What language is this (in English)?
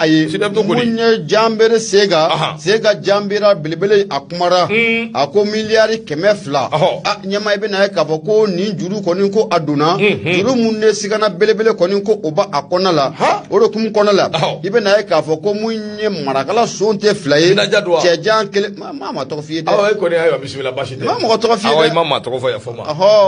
Bambara